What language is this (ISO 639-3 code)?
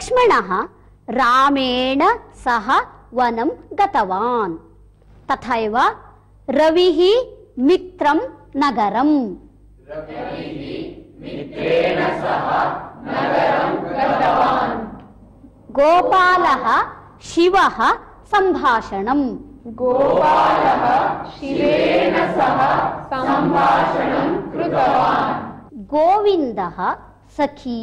san